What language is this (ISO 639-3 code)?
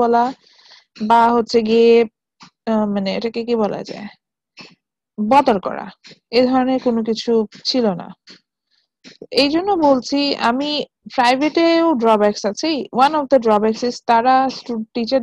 ben